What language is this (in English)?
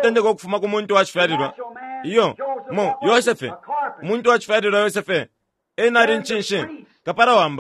Bemba